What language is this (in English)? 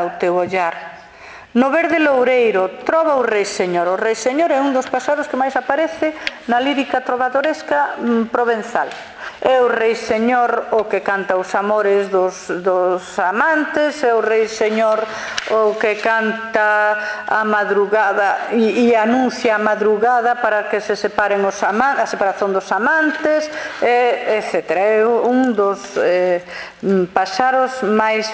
Galician